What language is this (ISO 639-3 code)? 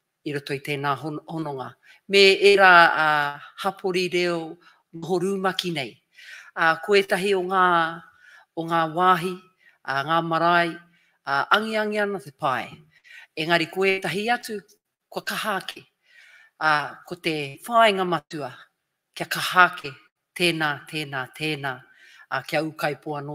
mri